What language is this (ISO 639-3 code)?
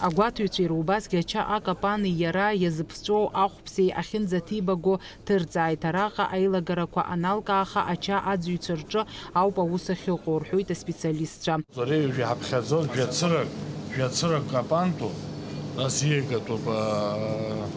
abk